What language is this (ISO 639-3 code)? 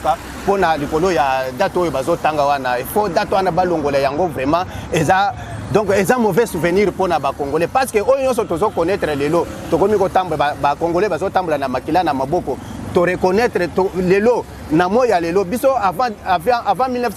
lin